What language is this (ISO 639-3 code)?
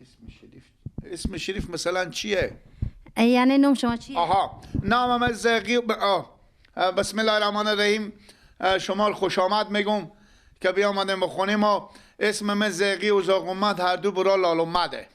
fas